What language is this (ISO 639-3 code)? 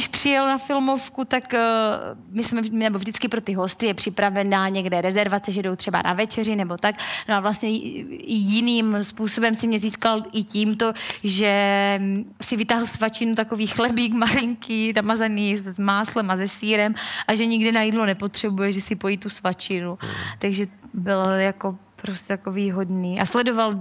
ces